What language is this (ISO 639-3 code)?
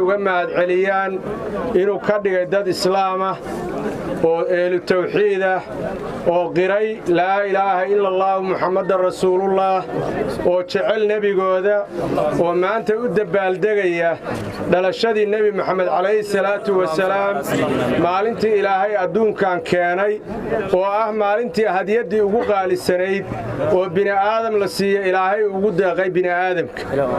som